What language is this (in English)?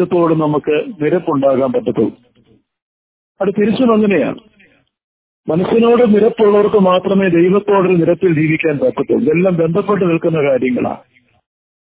Malayalam